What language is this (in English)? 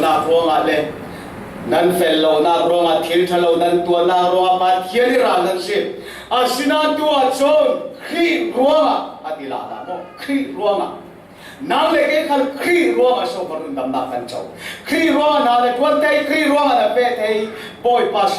Falam Chin